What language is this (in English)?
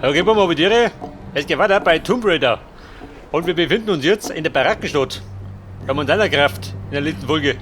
Bavarian